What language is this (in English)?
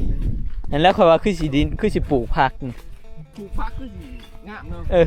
Northeastern Thai